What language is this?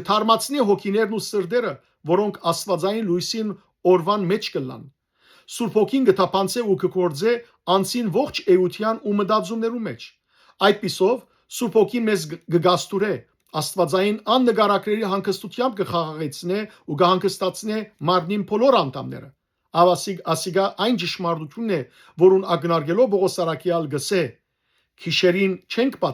Western Armenian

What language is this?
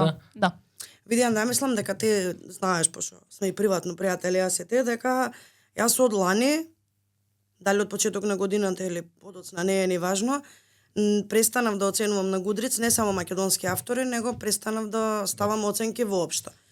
Macedonian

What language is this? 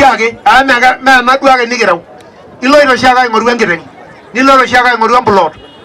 Masai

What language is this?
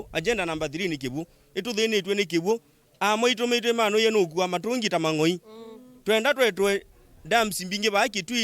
Kamba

